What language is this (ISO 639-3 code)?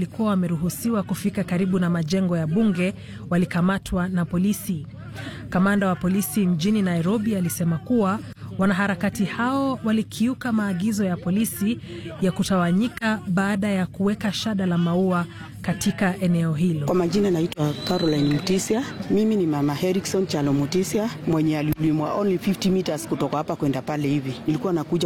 swa